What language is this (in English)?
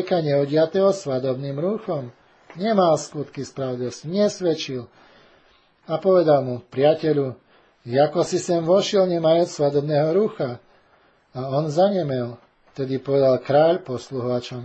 Slovak